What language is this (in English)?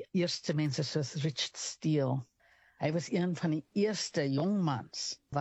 Afrikaans